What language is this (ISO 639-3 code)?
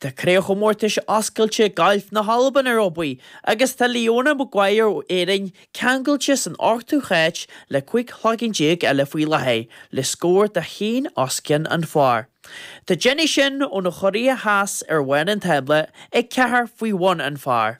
gle